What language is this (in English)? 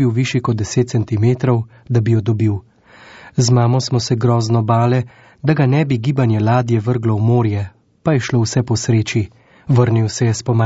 Slovenian